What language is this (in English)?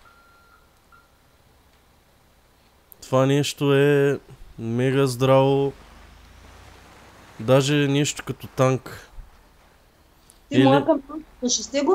Bulgarian